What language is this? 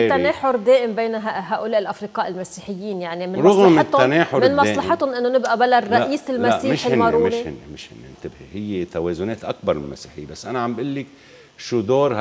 North Levantine Arabic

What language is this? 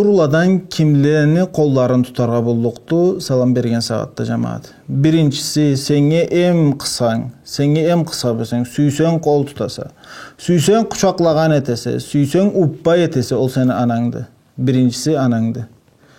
Karachay-Balkar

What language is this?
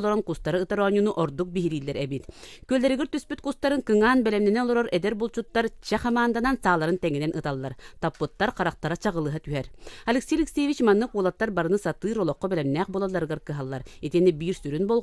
Yakut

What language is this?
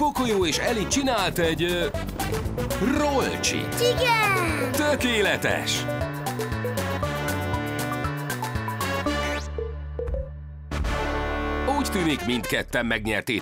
Hungarian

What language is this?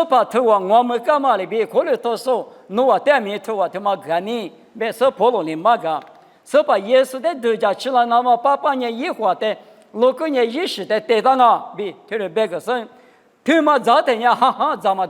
Lisu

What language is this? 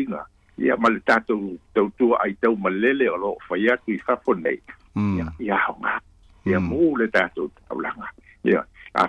Samoan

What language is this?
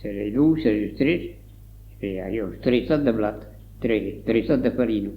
Occitan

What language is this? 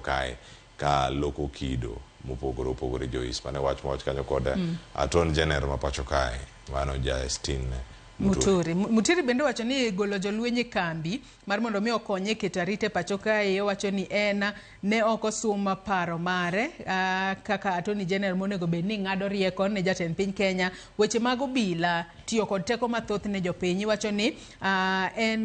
Luo (Kenya and Tanzania)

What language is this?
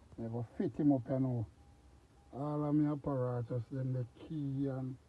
Jamaican Creole English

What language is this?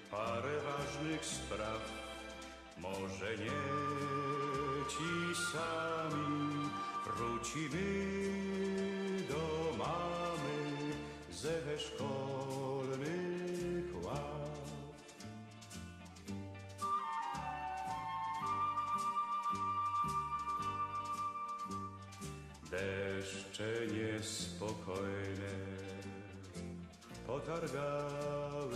Polish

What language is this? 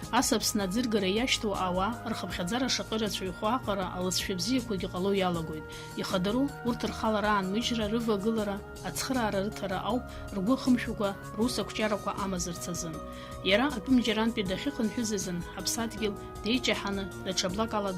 Abkhazian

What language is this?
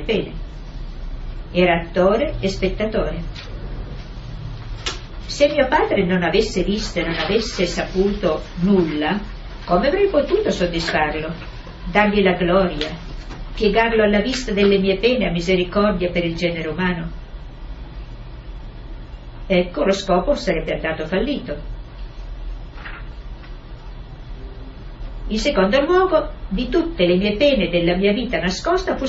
Italian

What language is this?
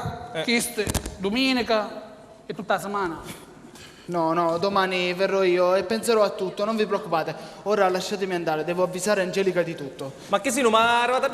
Sicilian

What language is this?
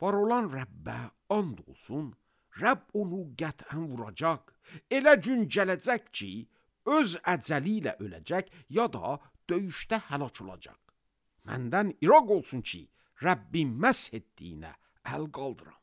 Azerbaijani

